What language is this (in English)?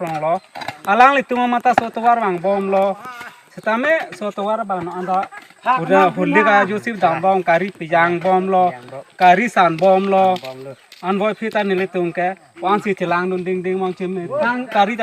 Karbi